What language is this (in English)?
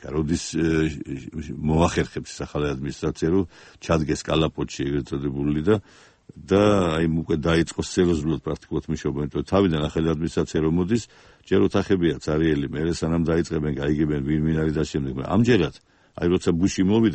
Georgian